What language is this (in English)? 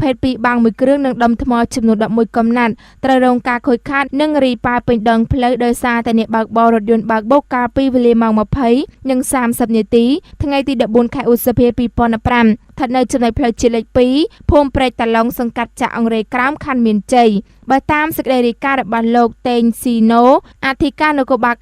Khmer